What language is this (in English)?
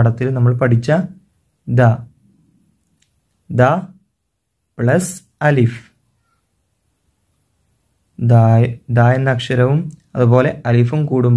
Malayalam